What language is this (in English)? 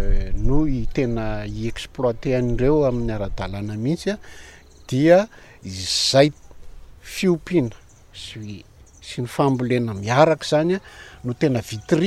Malagasy